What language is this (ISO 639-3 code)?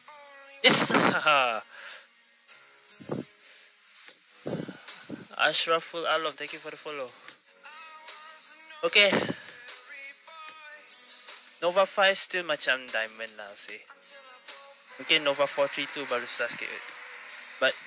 msa